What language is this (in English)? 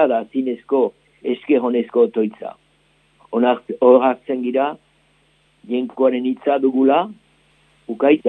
Basque